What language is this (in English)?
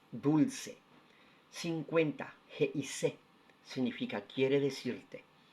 Guarani